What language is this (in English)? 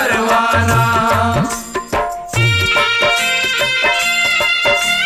Bhojpuri